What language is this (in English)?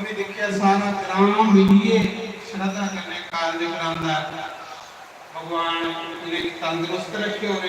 Dogri